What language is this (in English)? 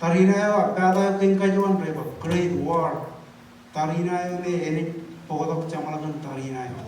Marshallese